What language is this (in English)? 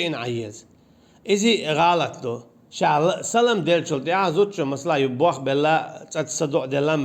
Chechen